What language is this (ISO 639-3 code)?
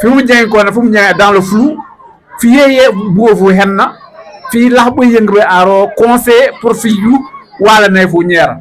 wol